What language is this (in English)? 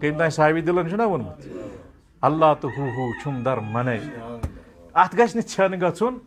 Kashmiri